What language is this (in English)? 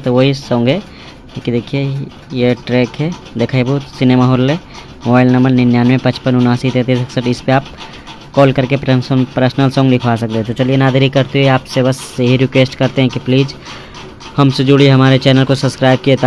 Magahi